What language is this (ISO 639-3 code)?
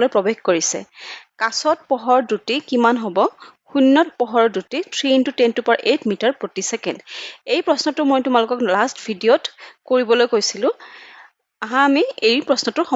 asm